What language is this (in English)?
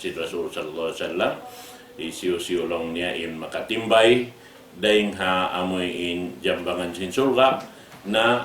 Tausug